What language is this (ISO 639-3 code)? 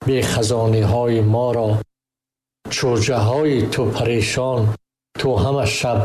tgk